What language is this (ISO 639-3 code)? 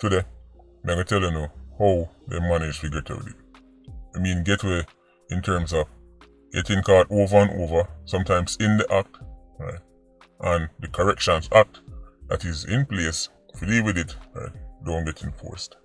jam